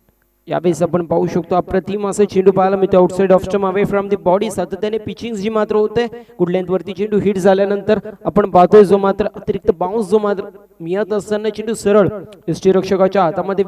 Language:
Marathi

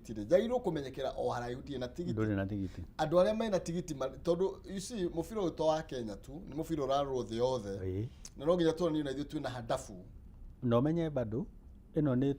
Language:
Kikuyu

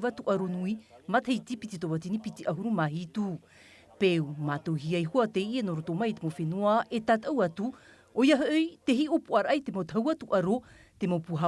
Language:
Tahitian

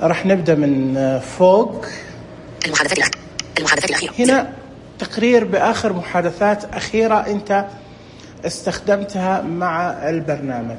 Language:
Najdi Arabic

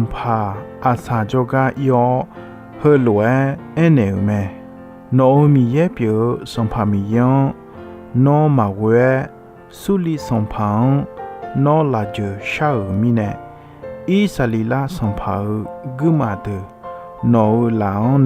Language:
Akha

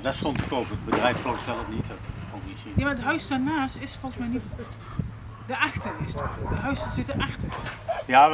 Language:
Dutch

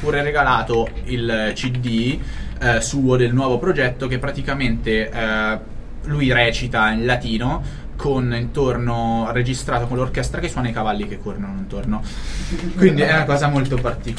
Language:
Italian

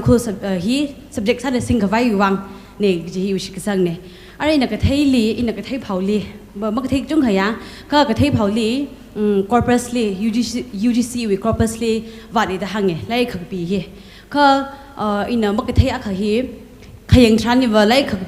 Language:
Tangkhul Naga (India)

